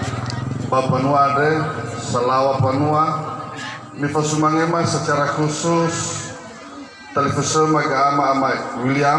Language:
Nias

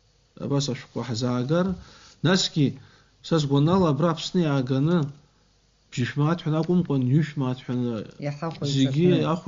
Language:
Abkhazian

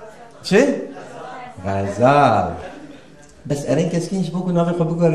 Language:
Kurdish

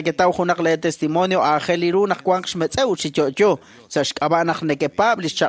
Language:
Kekchí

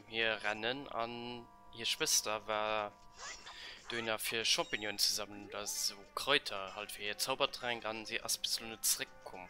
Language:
Luxembourgish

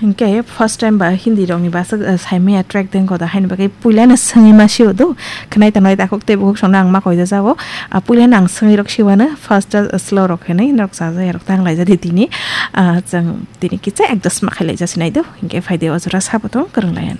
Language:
Kok Borok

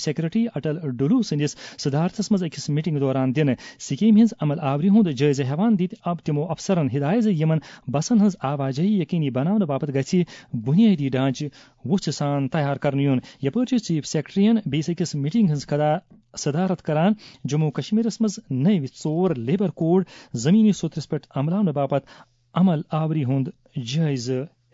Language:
Kashmiri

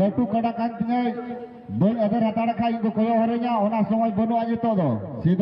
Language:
Santali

